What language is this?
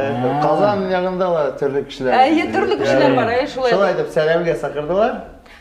Bashkir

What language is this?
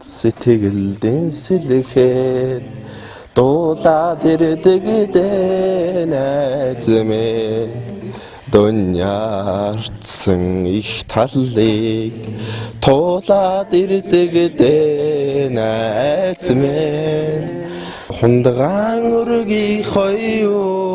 Mongolian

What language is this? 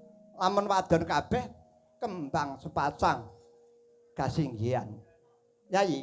Javanese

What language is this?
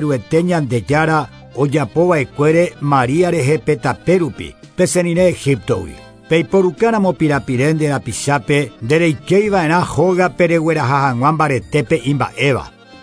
Guarani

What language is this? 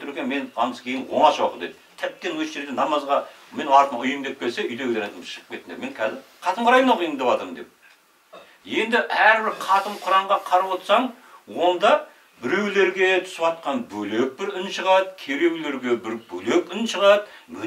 Kazakh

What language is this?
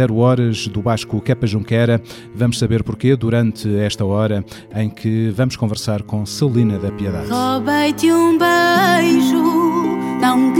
Portuguese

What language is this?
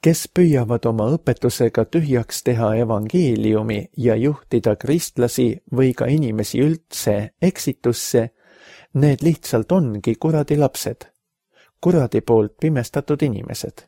Estonian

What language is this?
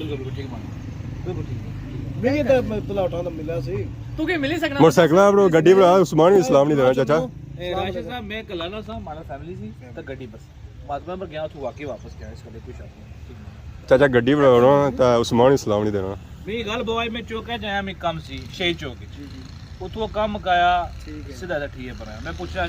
Pahari-Potwari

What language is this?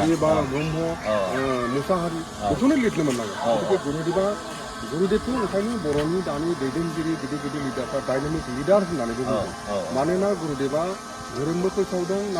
Bodo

